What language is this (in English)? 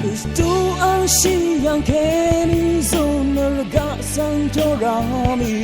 Rawang